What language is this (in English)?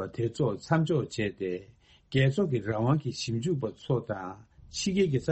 Tibetan